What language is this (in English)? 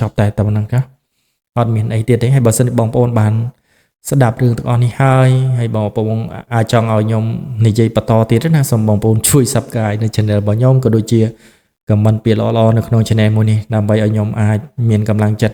Khmer